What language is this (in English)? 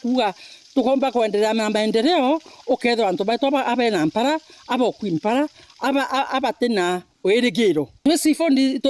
Meru